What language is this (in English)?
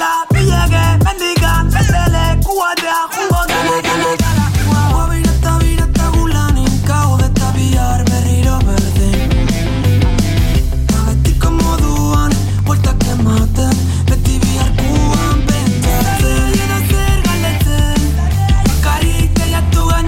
Basque